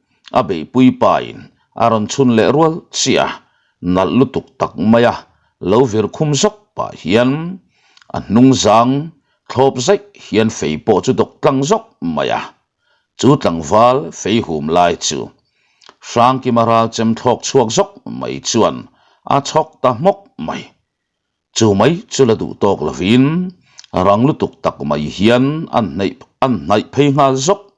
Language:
Mizo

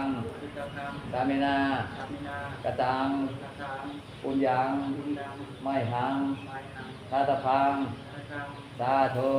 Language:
Pali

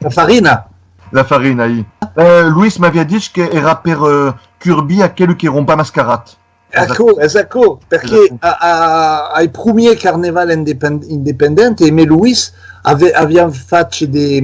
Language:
Occitan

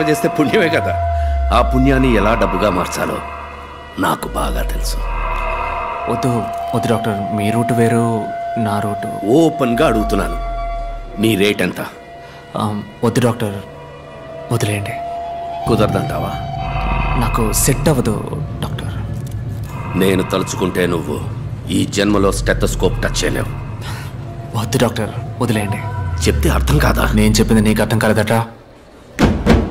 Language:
Telugu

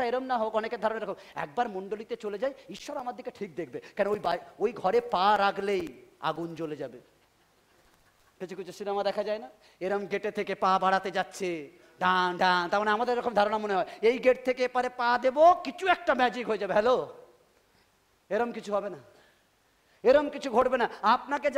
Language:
Bangla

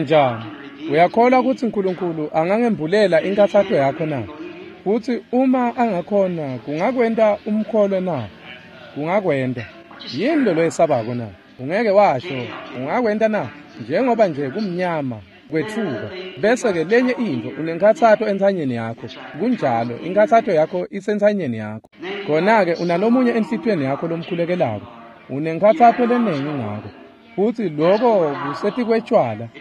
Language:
Swati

